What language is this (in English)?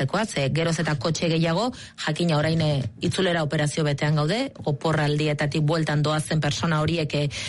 Basque